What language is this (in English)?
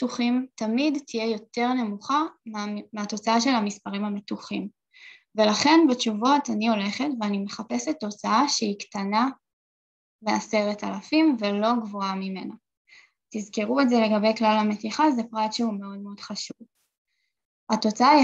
Hebrew